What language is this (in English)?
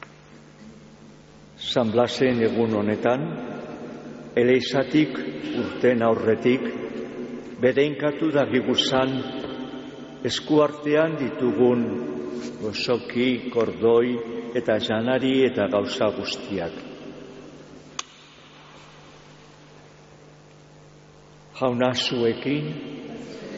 Basque